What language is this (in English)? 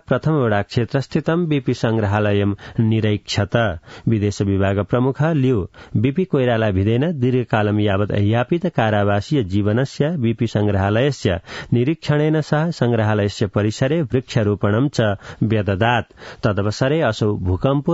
Sanskrit